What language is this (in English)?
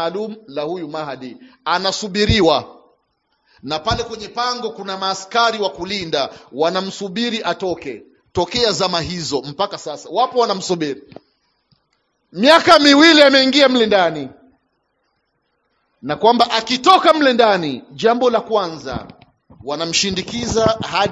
Swahili